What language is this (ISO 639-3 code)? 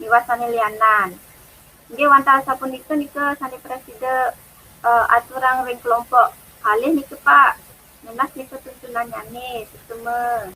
ban